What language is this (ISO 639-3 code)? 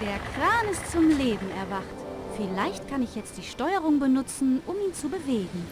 bar